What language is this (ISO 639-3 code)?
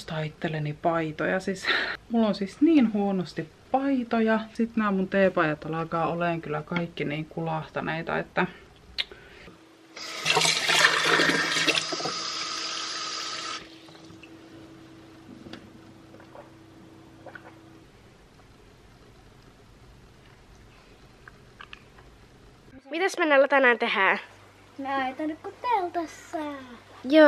fin